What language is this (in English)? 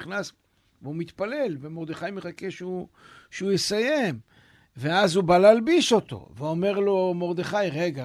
Hebrew